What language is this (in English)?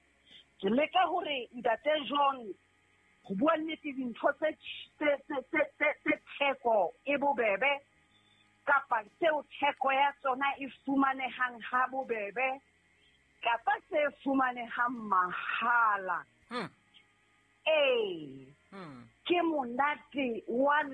Southern Sotho